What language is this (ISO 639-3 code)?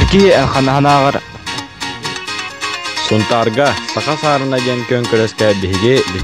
sah